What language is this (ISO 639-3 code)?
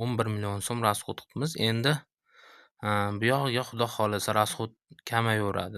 uzb